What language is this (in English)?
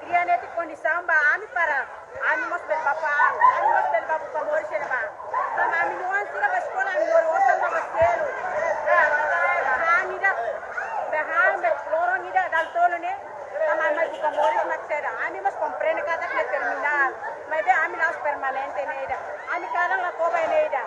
Tetum